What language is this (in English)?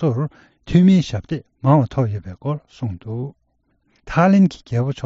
Tibetan